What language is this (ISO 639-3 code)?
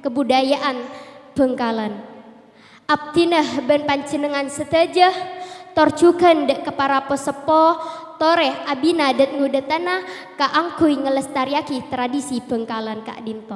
mad